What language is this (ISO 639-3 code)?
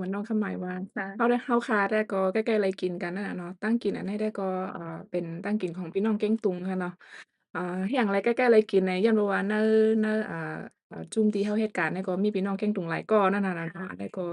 shn